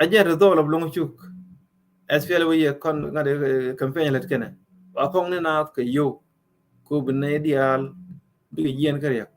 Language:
Nuer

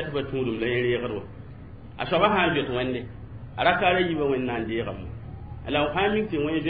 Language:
Mossi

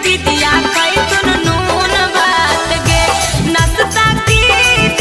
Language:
Magahi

